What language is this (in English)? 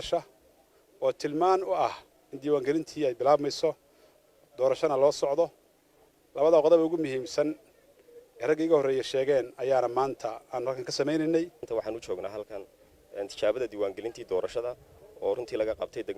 Somali